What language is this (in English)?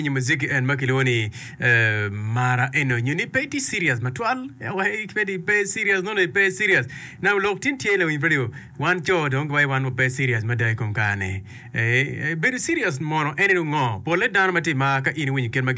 Acoli